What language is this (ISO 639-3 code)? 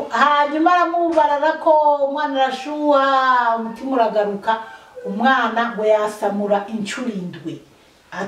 run